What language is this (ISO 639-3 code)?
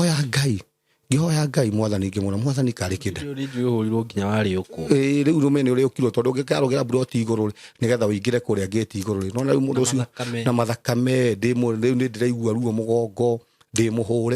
kik